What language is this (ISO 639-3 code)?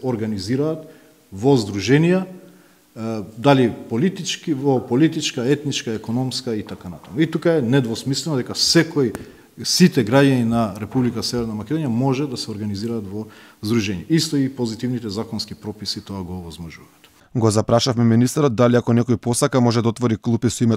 mkd